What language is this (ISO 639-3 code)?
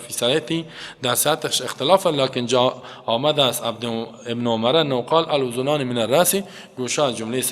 fas